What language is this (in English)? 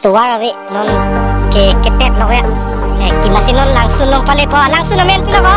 Karbi